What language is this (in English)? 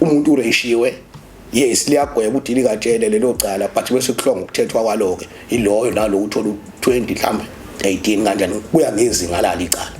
Zulu